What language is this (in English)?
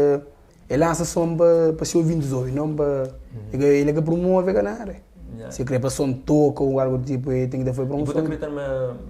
Kabuverdianu